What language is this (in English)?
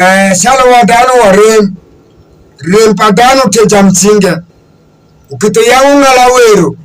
Alur